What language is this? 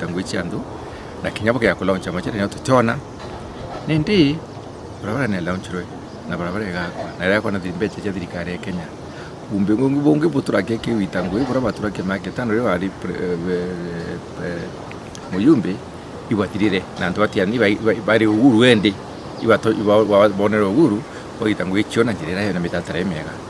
Meru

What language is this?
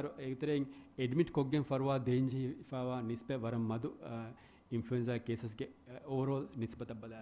Divehi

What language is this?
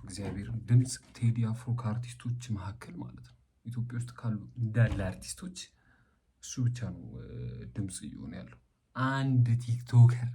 Amharic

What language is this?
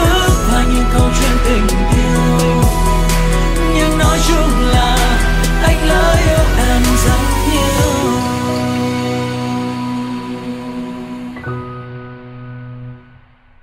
Vietnamese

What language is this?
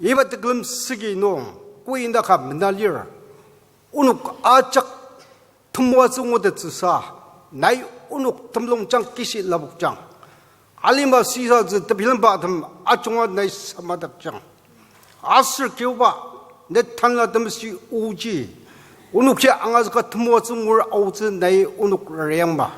Ao Naga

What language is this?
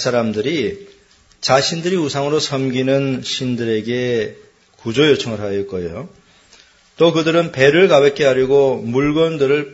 Korean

